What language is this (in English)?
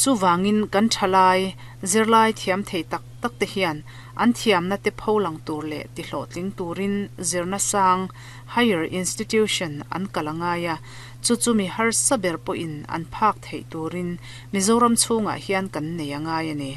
Mizo